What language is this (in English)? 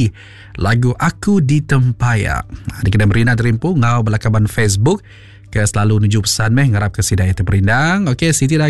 Iban